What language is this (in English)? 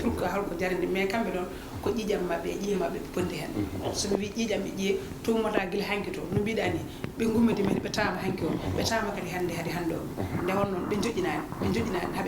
Fula